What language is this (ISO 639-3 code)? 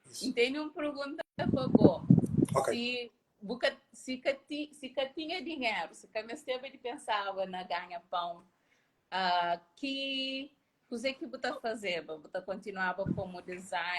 kea